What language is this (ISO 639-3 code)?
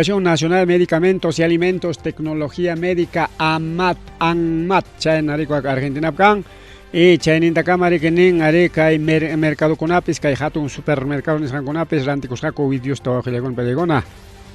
quy